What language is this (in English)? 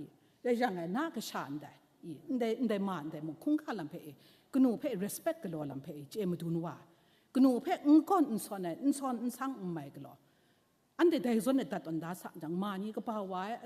Kachin